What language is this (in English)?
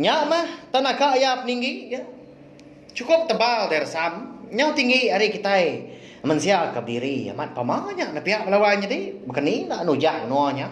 Iban